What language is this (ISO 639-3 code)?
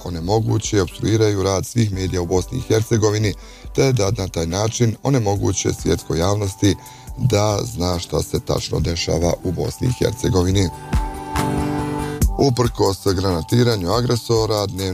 bos